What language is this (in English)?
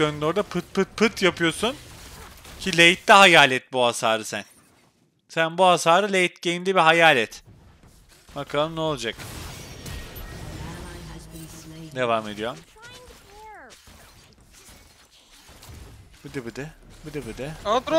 Turkish